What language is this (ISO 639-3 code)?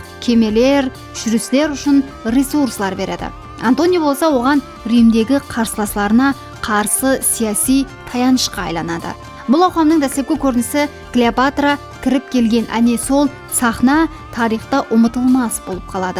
kaa